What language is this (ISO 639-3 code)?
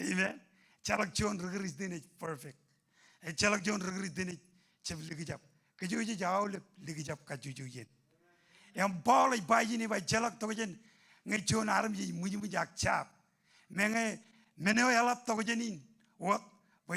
mah